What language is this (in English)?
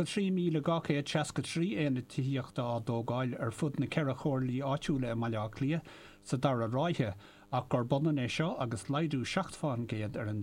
Irish